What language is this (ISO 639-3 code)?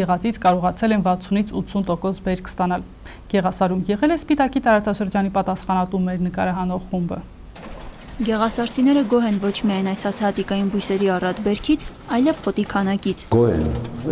hye